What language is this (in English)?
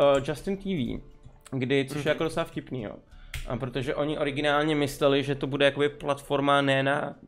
Czech